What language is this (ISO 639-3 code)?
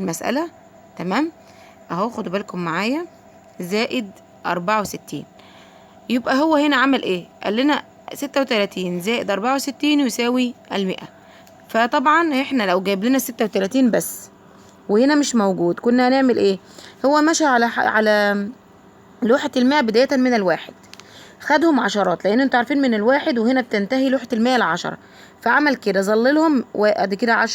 arz